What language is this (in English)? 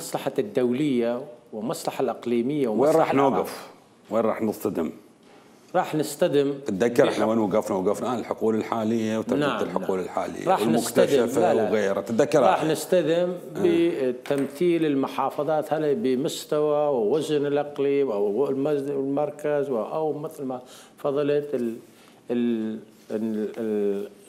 Mesopotamian Arabic